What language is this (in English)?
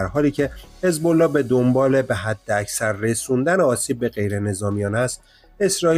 Persian